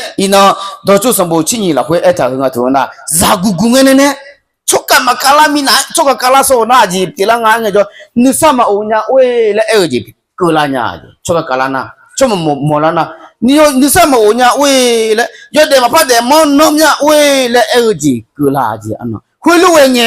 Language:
Akha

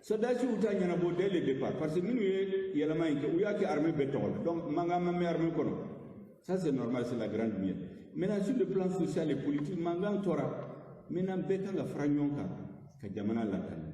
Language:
Bambara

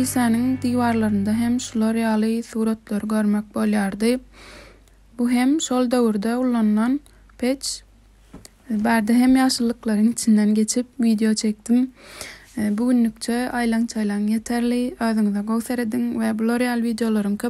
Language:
Turkmen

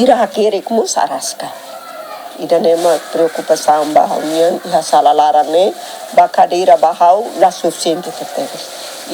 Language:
Tetum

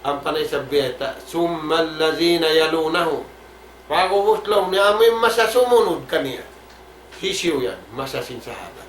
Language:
Tausug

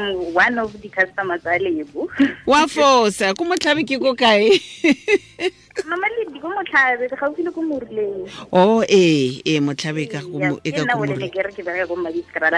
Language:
Tswana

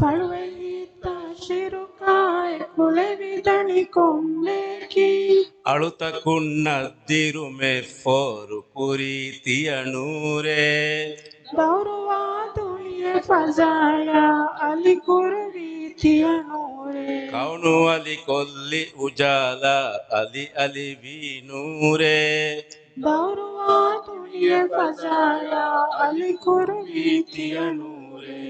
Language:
Divehi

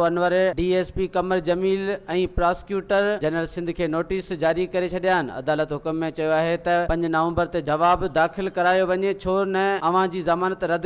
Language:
Sindhi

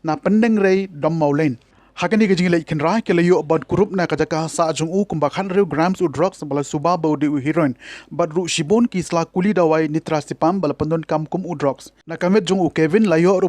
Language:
Khasi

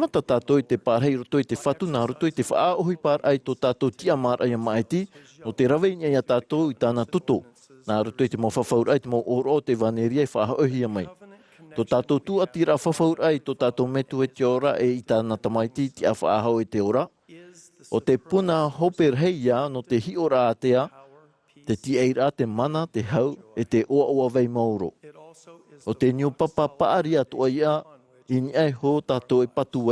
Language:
Tahitian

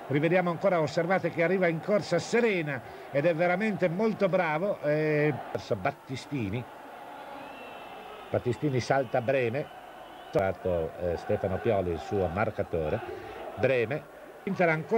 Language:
Italian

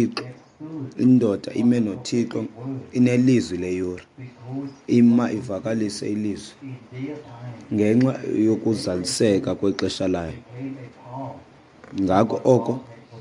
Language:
Xhosa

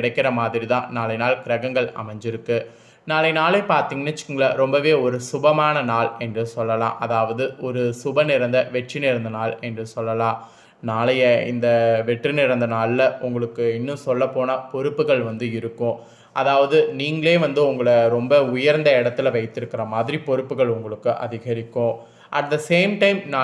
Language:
Tamil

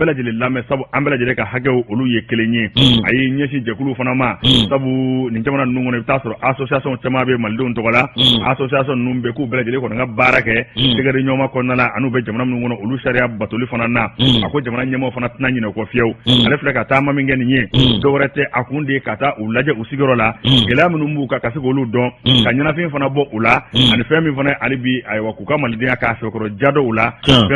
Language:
Bambara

